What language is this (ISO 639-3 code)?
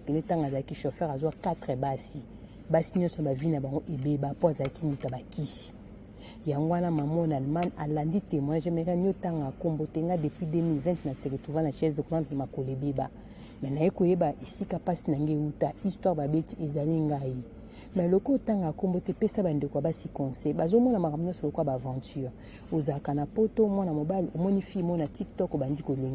lin